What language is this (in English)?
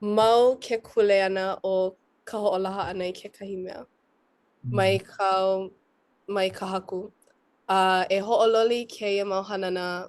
Hawaiian